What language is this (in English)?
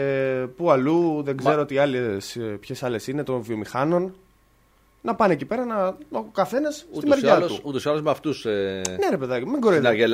Greek